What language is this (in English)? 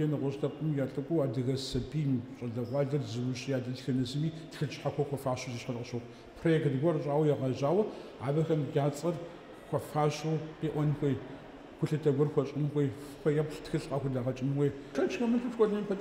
Kabardian